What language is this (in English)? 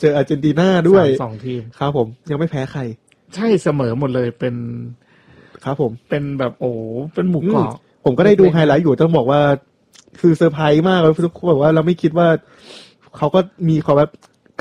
Thai